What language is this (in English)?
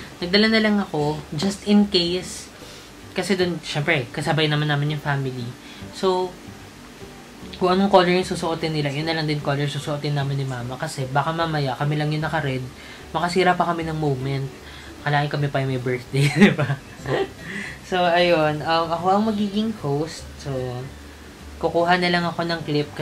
Filipino